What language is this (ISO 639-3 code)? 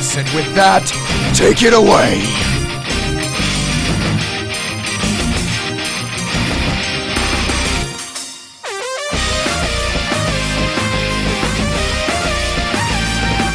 eng